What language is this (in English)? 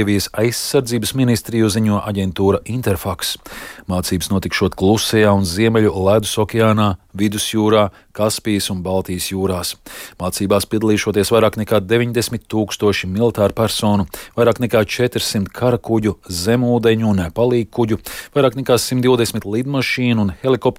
Latvian